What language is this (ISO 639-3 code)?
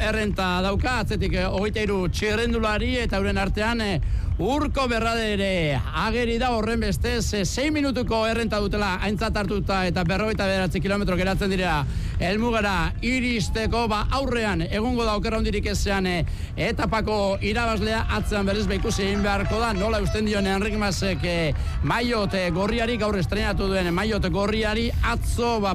eus